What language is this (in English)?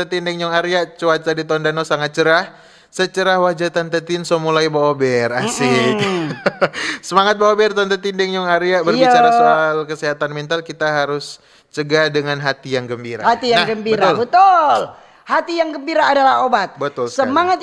Manado Malay